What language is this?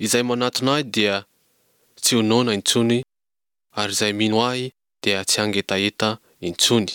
Malagasy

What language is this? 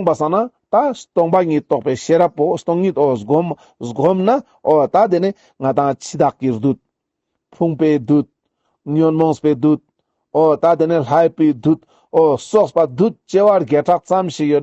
Ladakhi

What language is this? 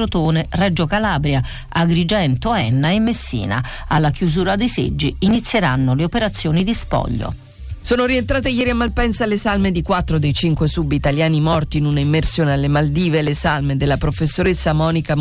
Italian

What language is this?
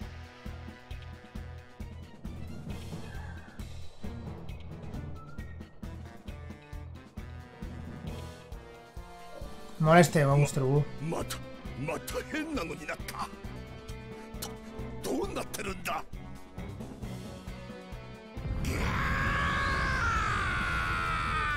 Japanese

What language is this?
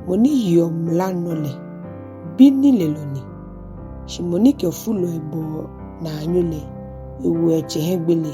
Ga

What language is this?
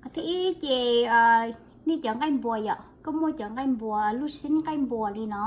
Hmong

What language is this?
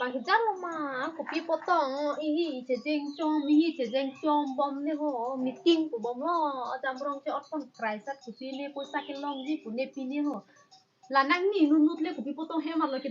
Karbi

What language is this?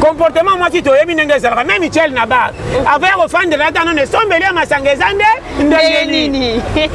Lingala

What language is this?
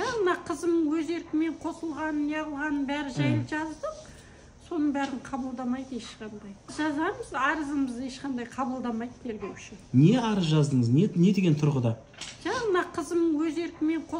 Kazakh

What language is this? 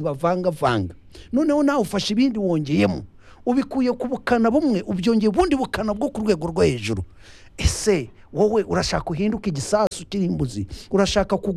Kinyarwanda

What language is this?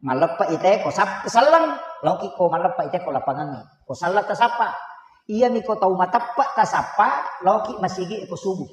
Buginese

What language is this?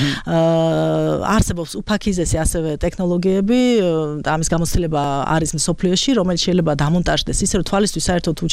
Georgian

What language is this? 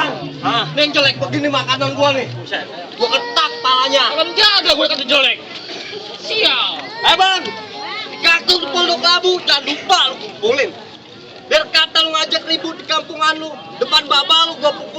Betawi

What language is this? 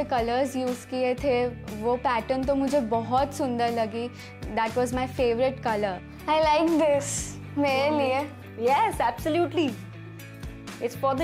Hindi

